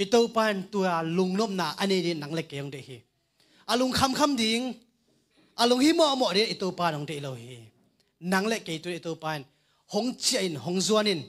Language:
Tedim Chin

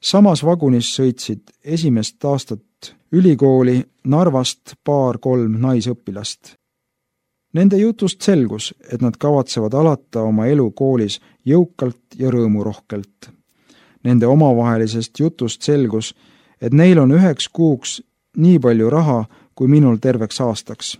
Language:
Estonian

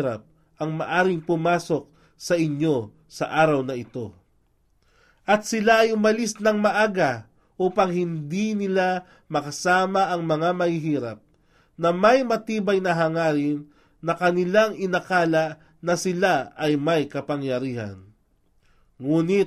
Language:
Filipino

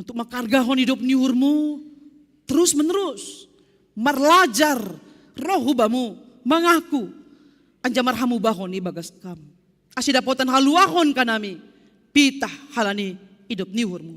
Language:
Batak Simalungun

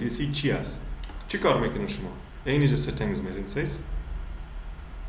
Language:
Persian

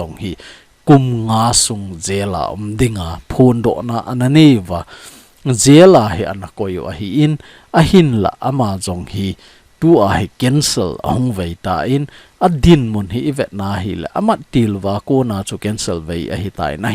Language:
Thado Chin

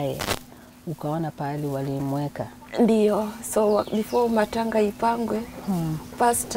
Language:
Swahili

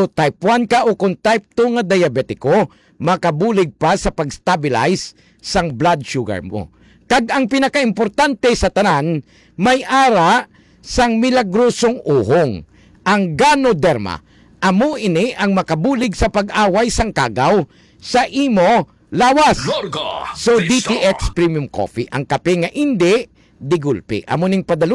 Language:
Hiligaynon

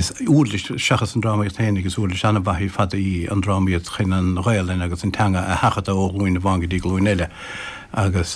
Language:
Irish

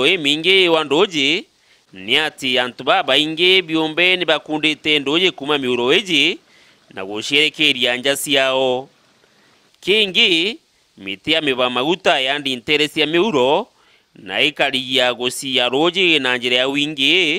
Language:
Meru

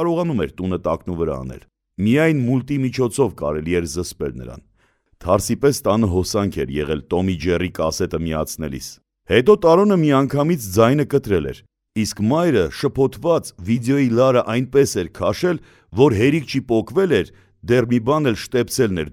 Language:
Armenian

